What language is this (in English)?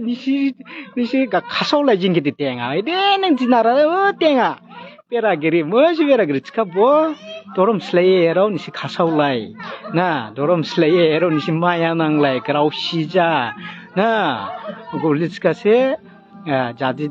Dimasa